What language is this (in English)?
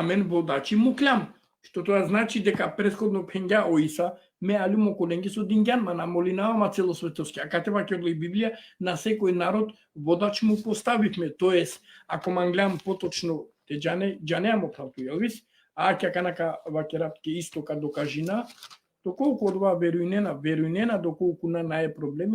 Balkan Romani